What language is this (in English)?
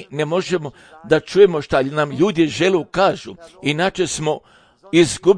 Serbian